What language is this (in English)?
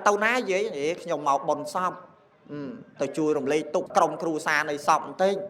Khmer